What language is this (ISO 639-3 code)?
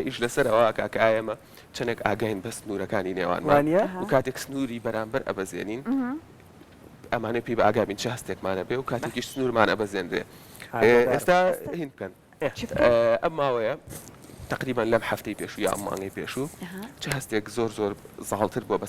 ckb